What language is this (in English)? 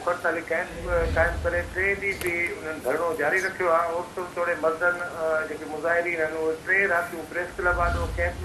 Sindhi